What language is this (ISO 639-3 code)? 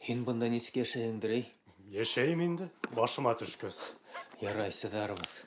bak